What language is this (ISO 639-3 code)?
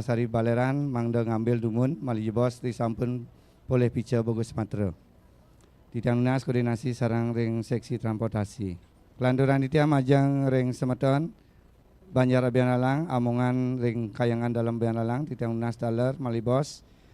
ban